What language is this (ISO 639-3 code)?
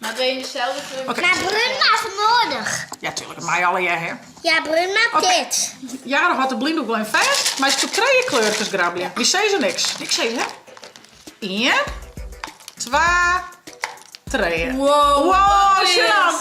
fry